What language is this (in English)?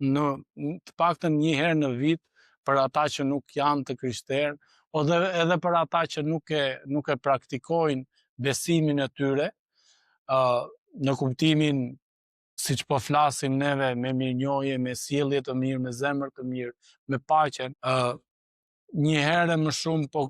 Albanian